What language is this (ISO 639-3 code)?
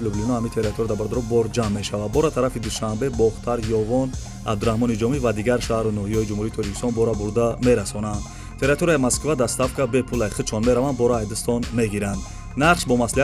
tgk